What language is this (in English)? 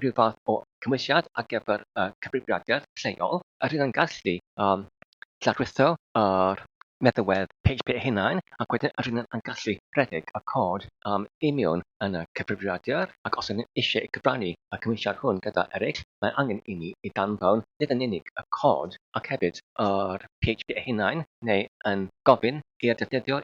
Welsh